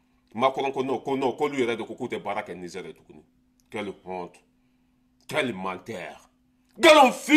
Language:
Bambara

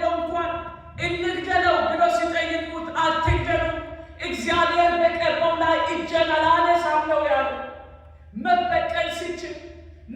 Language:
Amharic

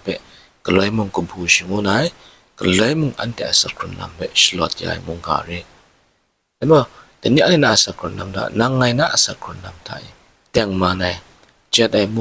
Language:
Kachin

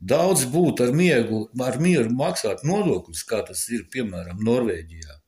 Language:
Latvian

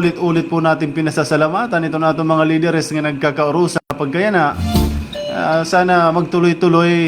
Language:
Waray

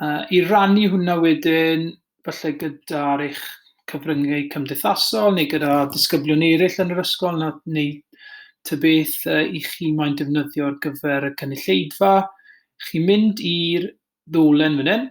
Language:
Welsh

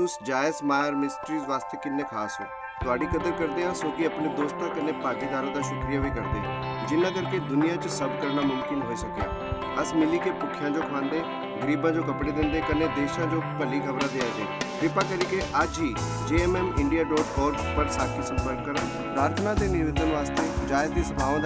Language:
Dogri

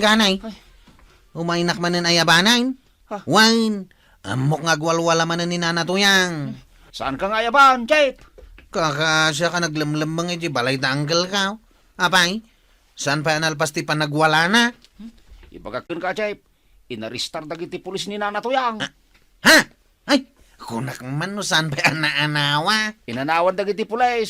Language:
Iloko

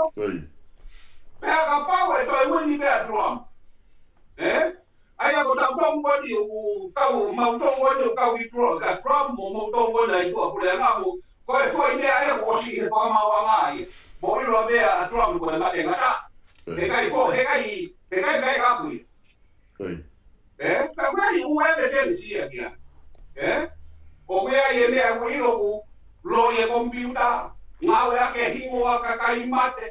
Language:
Tongan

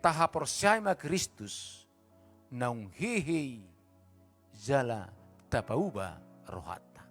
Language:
Batak Toba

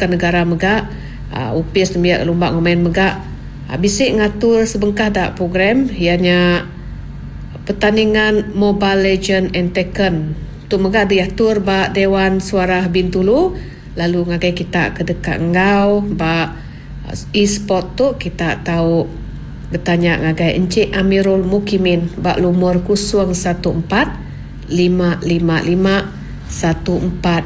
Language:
Iban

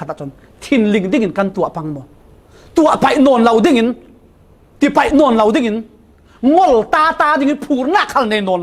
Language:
Falam Chin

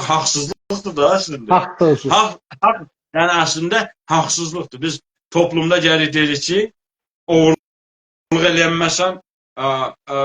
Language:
South Azerbaijani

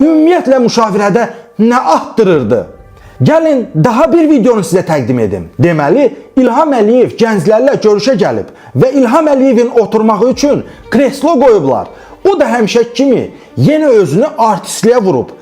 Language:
Azerbaijani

